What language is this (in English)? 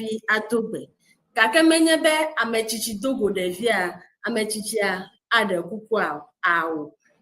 Ewe